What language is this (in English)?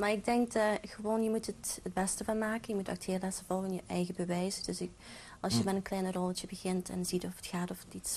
Dutch